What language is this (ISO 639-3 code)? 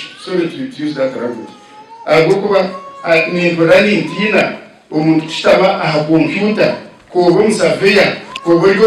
nyn